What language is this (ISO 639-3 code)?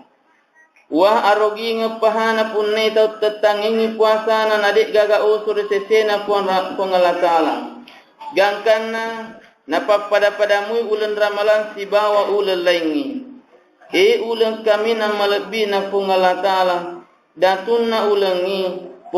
bug